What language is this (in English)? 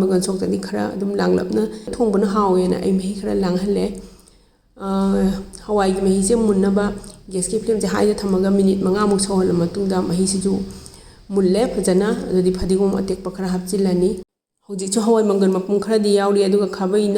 Manipuri